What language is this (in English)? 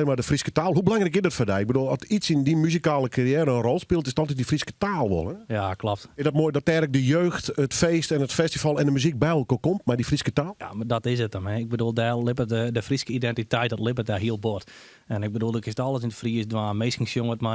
Western Frisian